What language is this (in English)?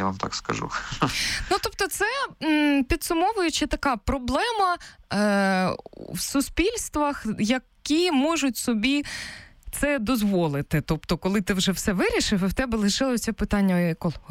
Ukrainian